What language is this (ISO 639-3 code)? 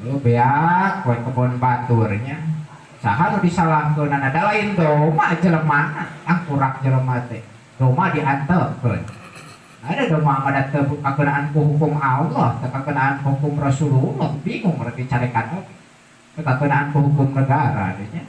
sun